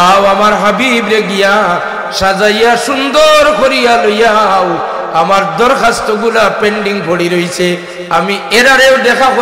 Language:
Sylheti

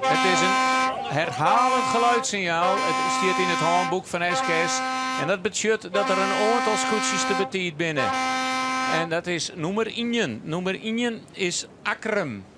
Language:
Western Frisian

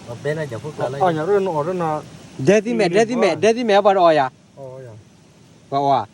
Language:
S'gaw Karen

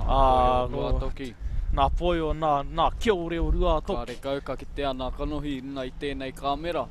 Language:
Māori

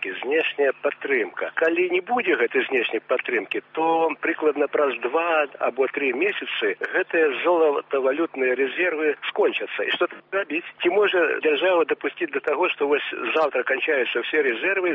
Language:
Belarusian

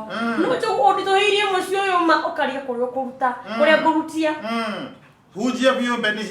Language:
Kikuyu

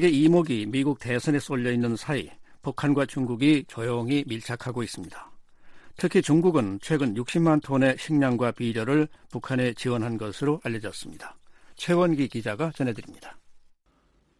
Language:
Korean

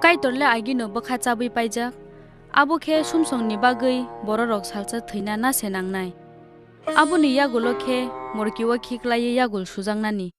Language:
Kok Borok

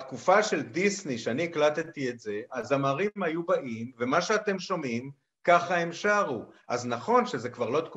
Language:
Hebrew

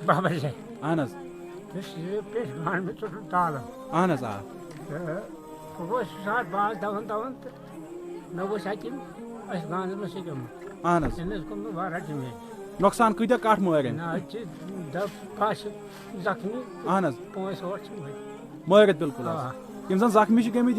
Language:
Kashmiri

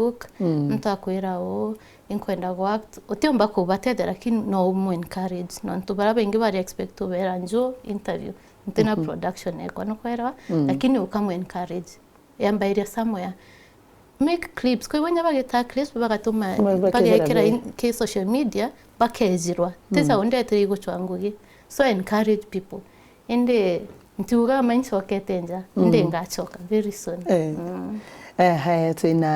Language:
Meru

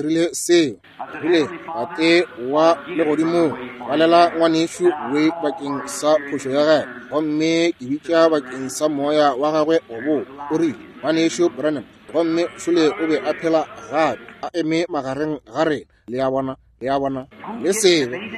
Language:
Northern Sotho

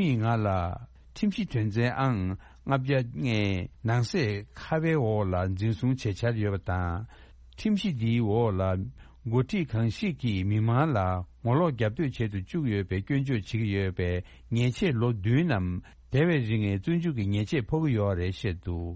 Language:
Tibetan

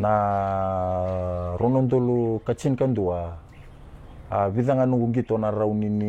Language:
Fijian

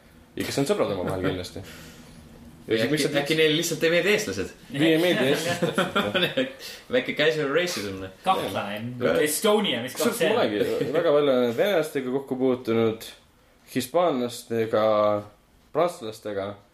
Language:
Estonian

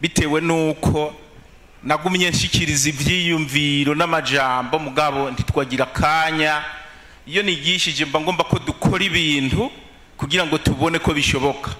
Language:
Rundi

